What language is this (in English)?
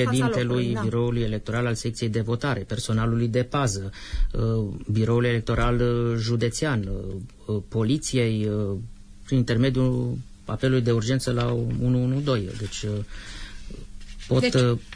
Romanian